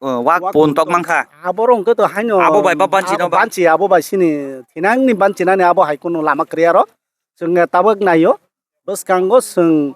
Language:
Kok Borok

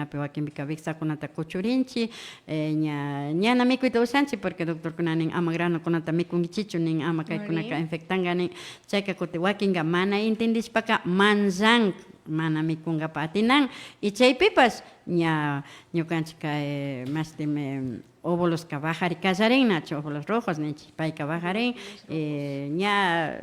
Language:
Imbabura Highland Quichua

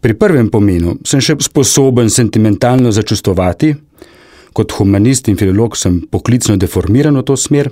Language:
Slovenian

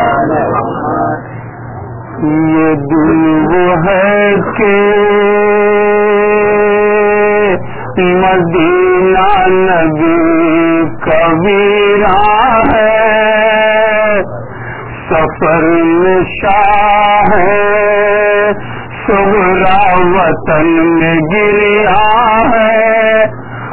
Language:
Urdu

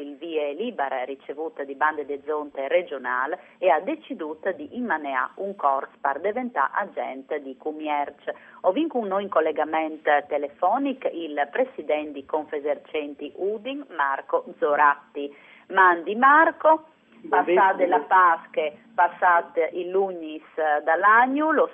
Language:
Friulian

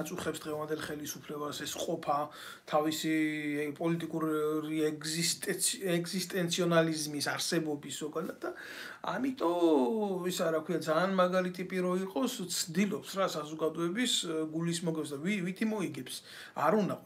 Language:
Georgian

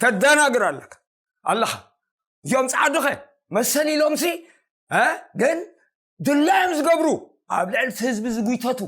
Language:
Tigrinya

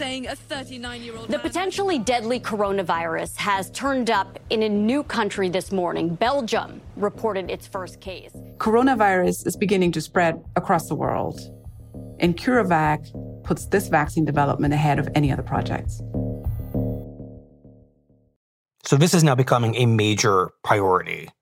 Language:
English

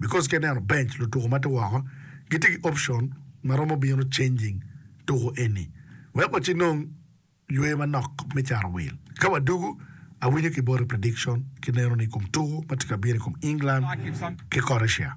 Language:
Acoli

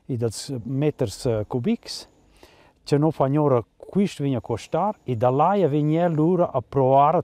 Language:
Romansh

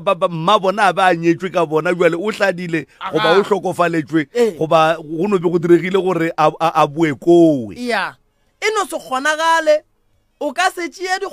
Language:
Northern Sotho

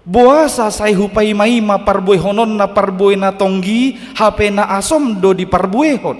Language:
Batak Toba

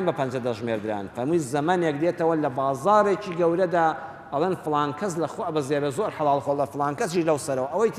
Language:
Central Kurdish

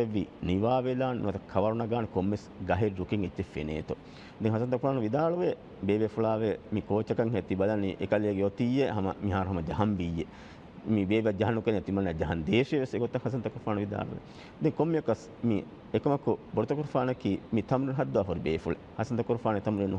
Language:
Divehi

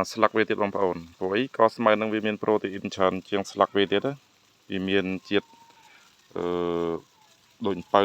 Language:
Khmer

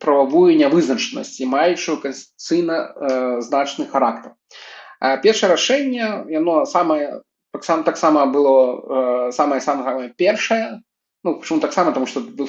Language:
Belarusian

